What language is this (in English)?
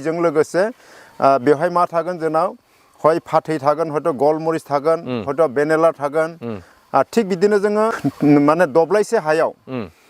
Bodo